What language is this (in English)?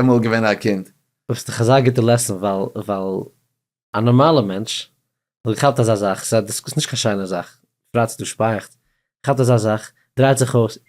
Yiddish